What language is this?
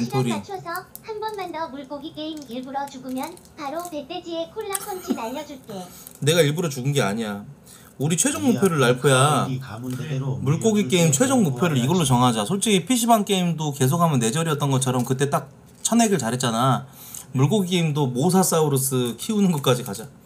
Korean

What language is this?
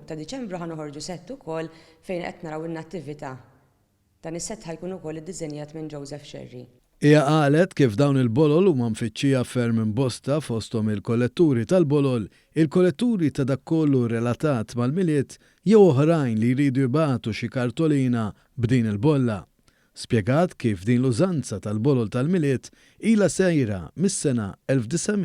Maltese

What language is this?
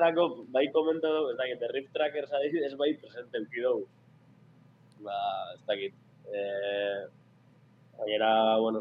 Basque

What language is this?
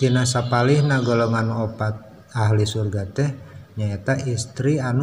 Sundanese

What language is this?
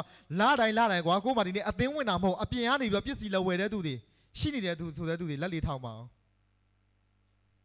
Burmese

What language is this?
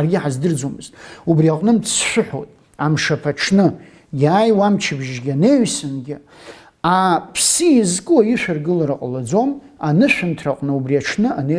Abkhazian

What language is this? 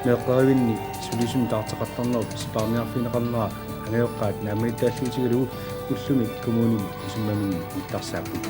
Kalaallisut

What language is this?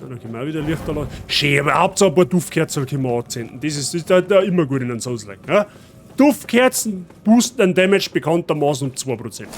Bavarian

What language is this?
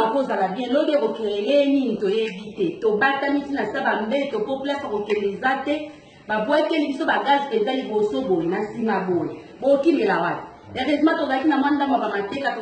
Lingala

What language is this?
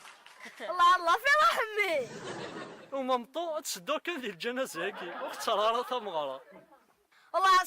Kabyle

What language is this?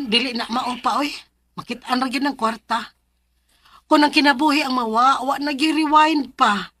Cebuano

